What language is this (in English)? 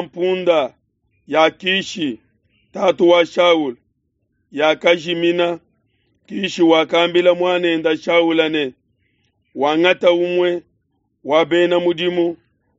Luba-Lulua